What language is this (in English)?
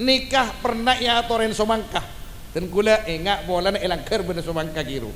Madurese